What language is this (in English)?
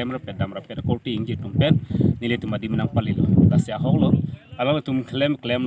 Karbi